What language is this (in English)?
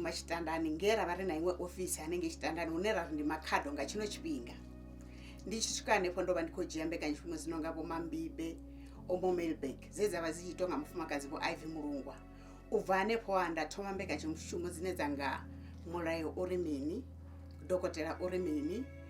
Venda